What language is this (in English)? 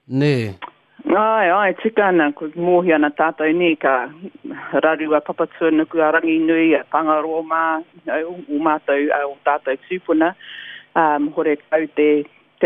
Māori